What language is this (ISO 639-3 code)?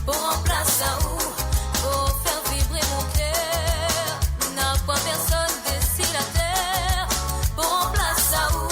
mfe